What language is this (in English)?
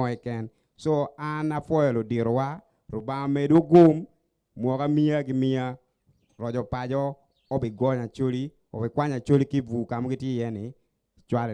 Acoli